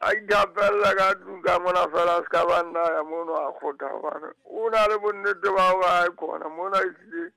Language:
Southern Sotho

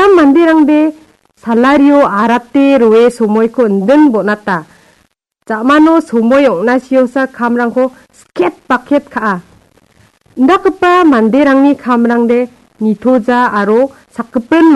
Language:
Garo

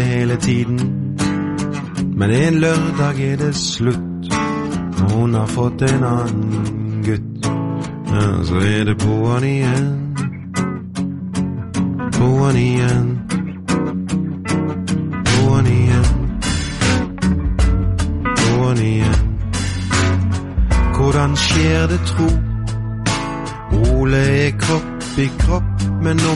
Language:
Norwegian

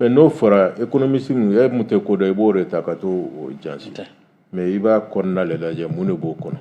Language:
Bambara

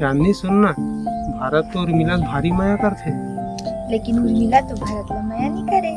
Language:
Chhattisgarhi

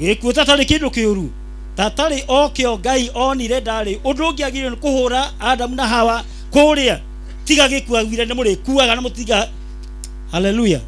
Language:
Kikuyu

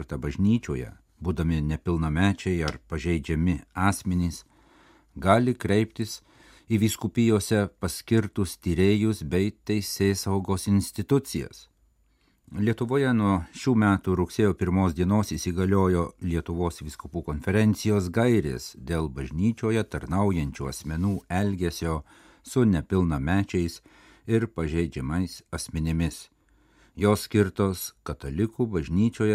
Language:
Lithuanian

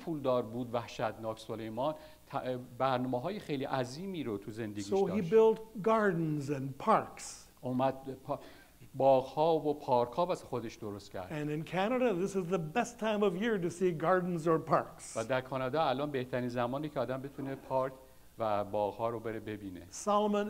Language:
Persian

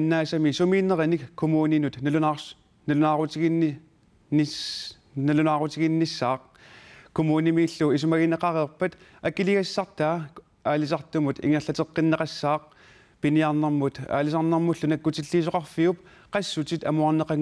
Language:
Kalaallisut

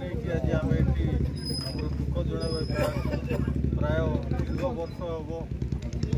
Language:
Odia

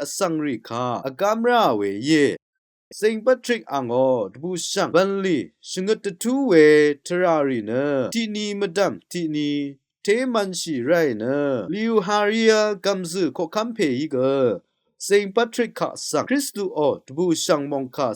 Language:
Rawang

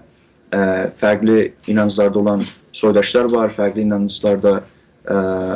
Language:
South Azerbaijani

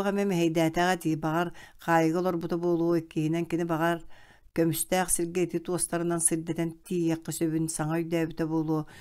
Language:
Yakut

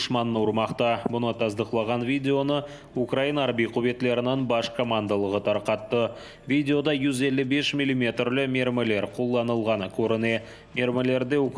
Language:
Crimean Tatar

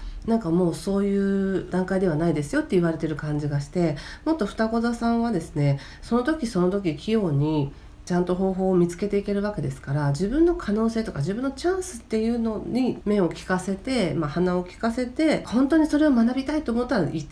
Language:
Japanese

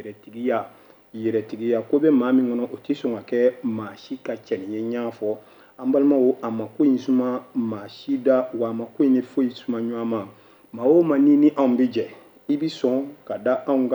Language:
Bambara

